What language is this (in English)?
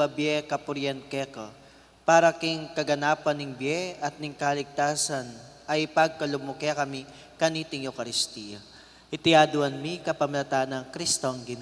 Pampanga